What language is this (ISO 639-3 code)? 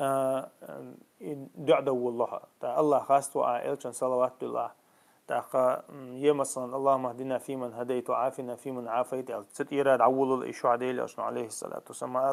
che